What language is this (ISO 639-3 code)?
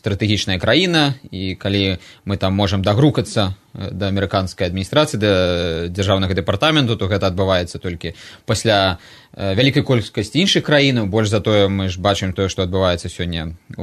bel